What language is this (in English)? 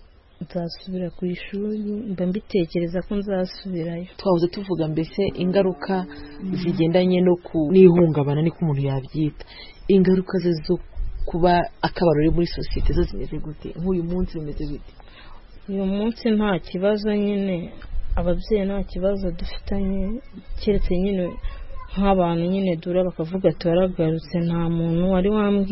Kinyarwanda